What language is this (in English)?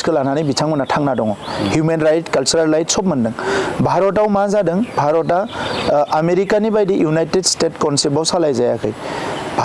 Bodo